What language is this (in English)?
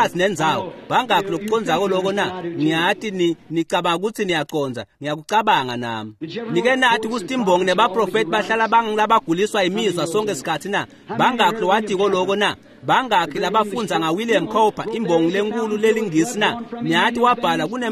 Swati